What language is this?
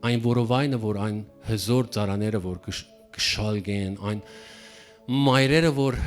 Western Armenian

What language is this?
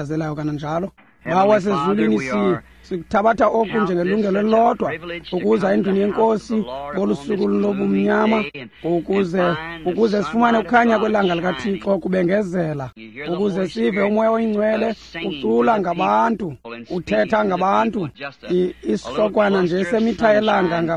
Xhosa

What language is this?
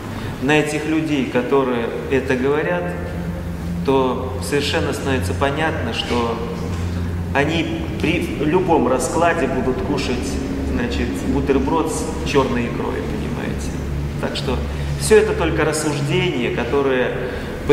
Russian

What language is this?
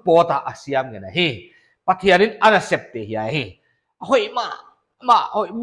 Paite Chin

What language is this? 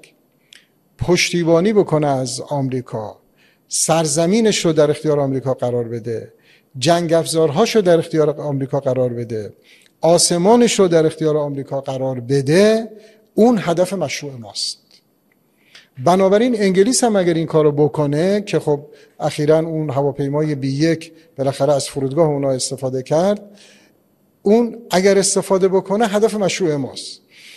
Persian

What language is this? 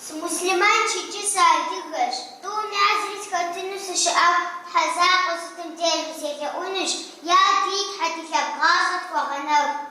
Kabardian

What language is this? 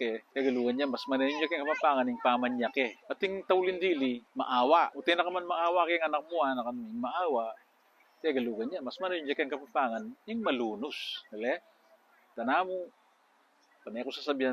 Pampanga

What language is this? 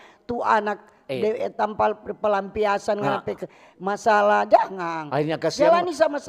Manado Malay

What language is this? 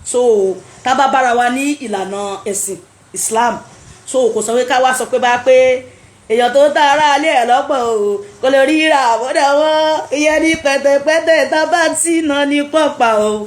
Yoruba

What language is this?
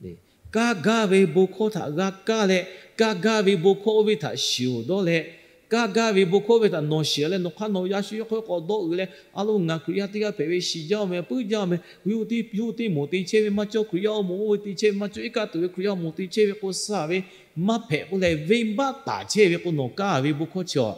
Lahu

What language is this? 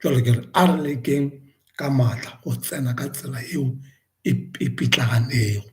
Northern Sotho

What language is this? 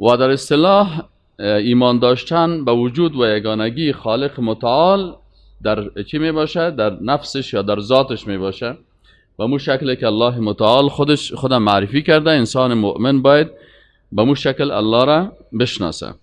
Persian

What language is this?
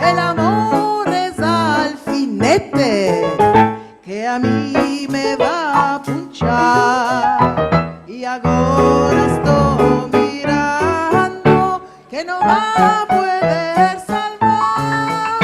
Ladino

